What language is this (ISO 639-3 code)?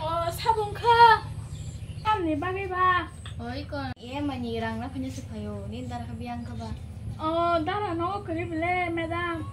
trp